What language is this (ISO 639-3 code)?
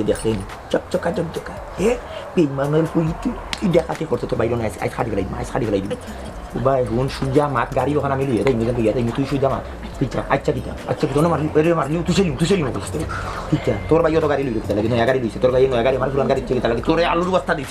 syl